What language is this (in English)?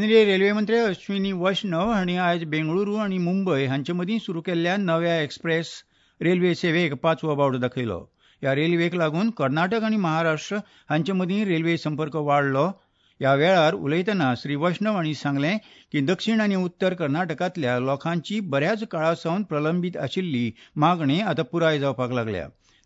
Konkani